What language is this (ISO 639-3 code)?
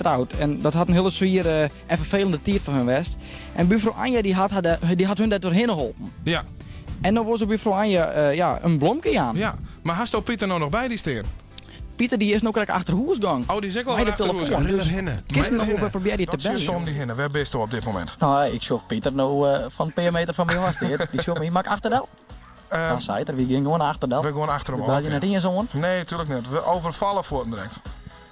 fry